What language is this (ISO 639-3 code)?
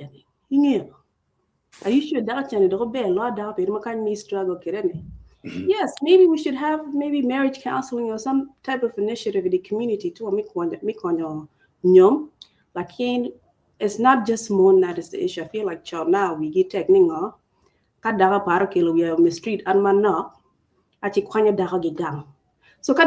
ach